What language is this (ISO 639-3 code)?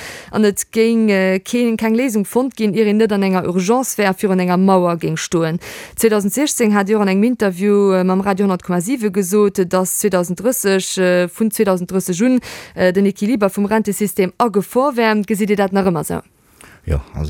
ltz